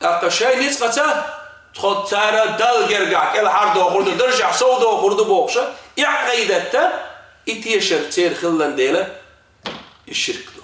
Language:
Chechen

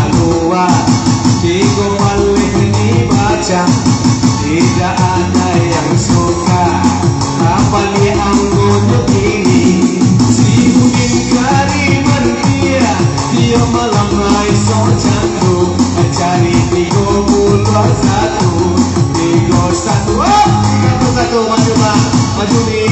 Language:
Minangkabau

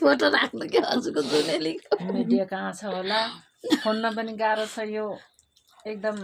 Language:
Nepali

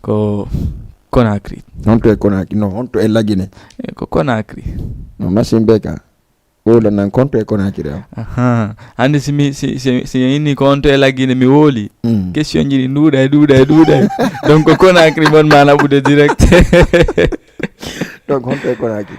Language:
Fula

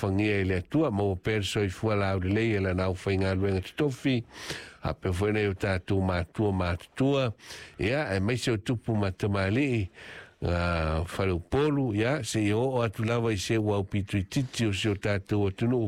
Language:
Samoan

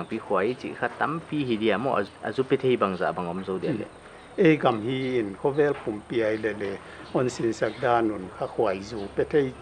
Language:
Paite Chin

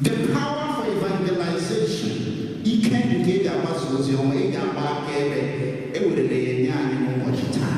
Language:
Igbo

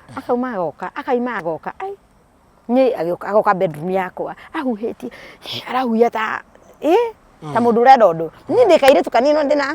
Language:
Kikuyu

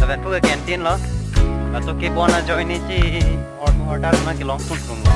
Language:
Karbi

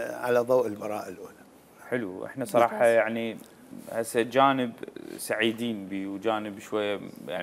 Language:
Mesopotamian Arabic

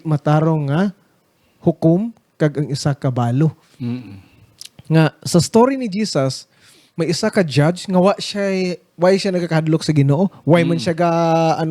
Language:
Hiligaynon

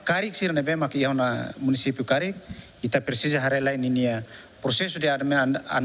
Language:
Tetum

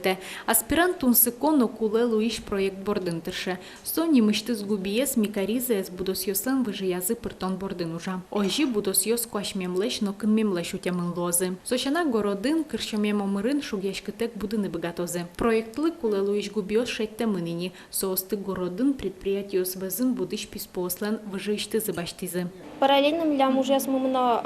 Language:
Udmurt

